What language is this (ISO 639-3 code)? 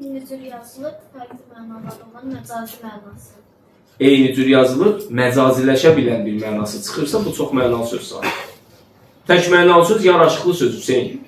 aze